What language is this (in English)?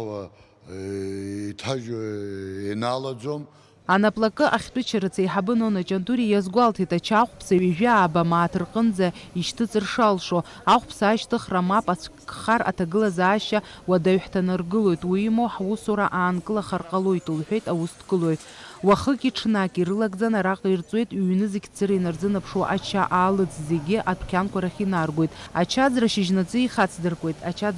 Abkhazian